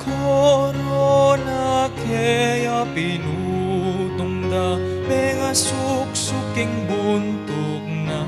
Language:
Pampanga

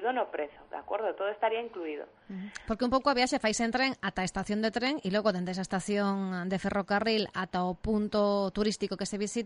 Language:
Galician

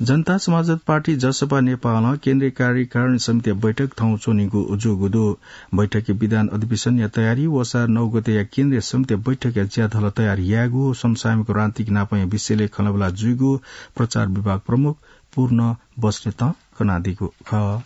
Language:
Newari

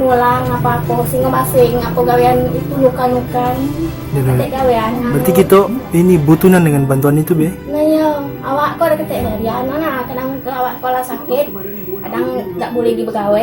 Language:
Musi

